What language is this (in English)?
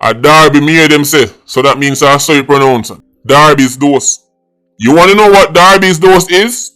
Jamaican Creole English